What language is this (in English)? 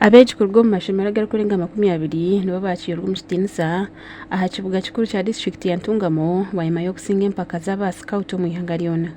Nyankole